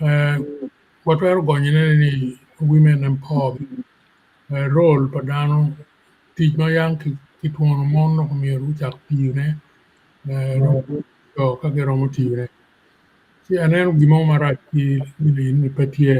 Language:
Acoli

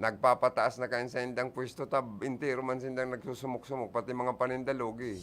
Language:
Bikol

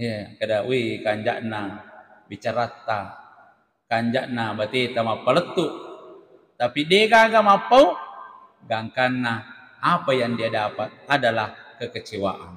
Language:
Buginese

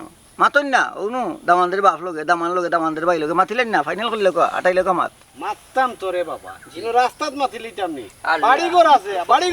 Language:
Sylheti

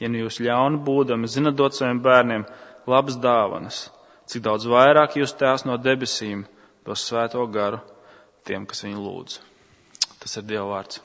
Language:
Latvian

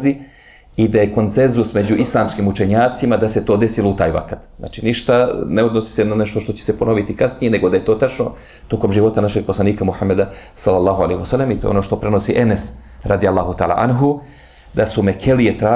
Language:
Bosnian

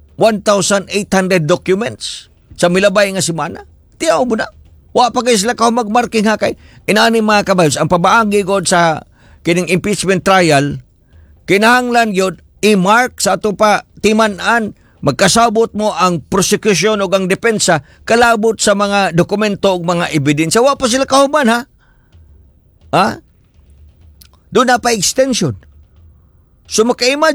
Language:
Cebuano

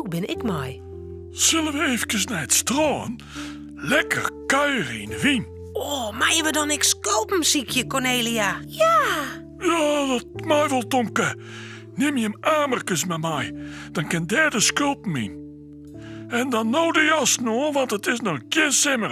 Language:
Western Frisian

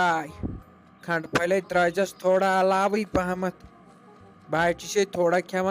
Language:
Kashmiri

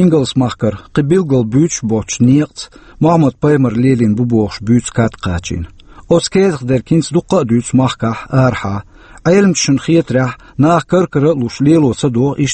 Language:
Chechen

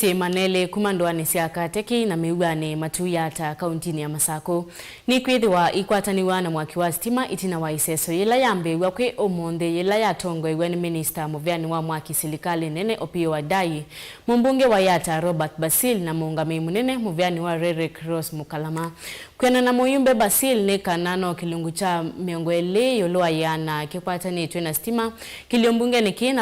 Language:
Kamba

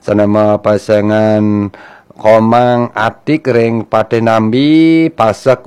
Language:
Balinese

